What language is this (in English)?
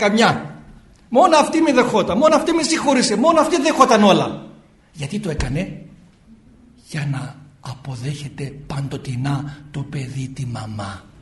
Greek